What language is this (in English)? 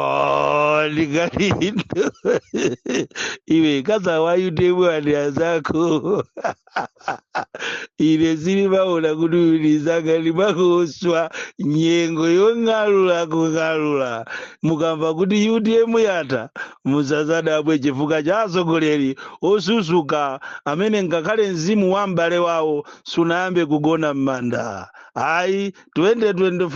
Nyanja